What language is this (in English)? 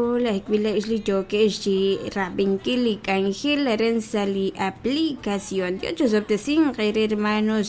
Kekchí